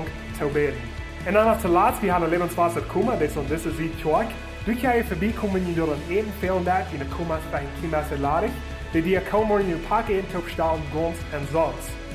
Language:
Plautdietsch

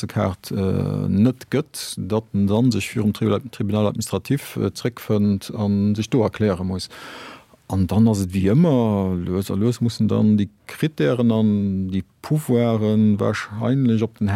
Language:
Luxembourgish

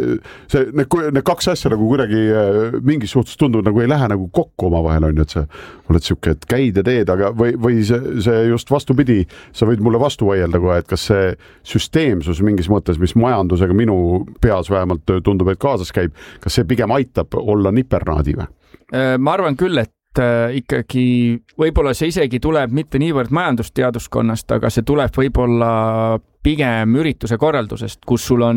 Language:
Estonian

